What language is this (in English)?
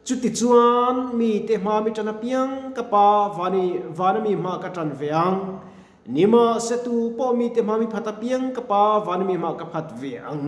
Mizo